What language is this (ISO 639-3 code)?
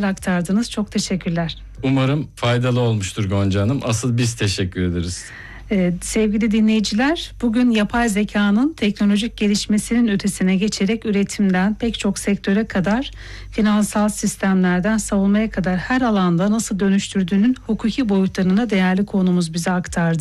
tur